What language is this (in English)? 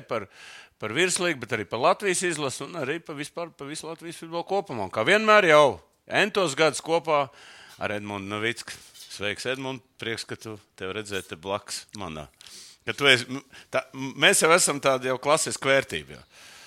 Latvian